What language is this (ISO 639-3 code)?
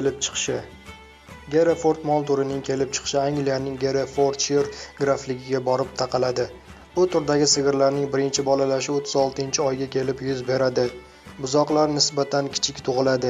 uzb